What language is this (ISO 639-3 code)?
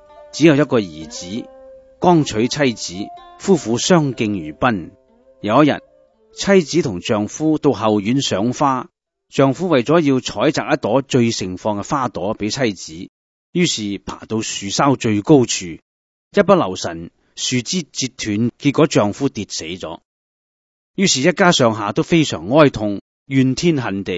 yue